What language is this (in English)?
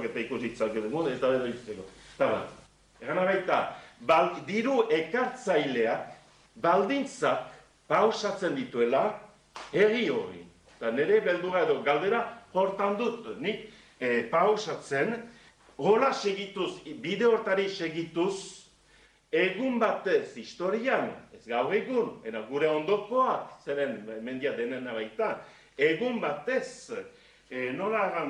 Basque